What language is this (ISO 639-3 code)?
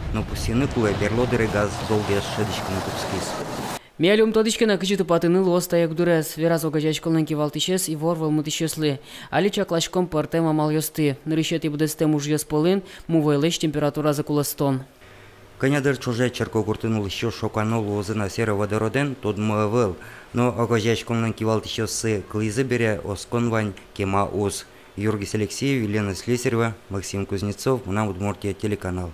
udm